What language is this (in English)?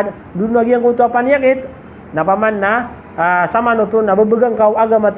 Maranao